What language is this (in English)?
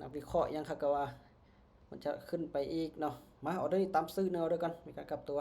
Lao